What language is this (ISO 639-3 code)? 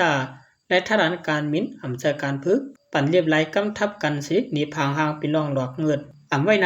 shn